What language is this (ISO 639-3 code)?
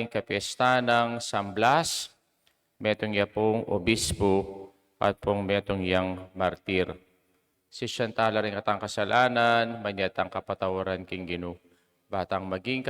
pam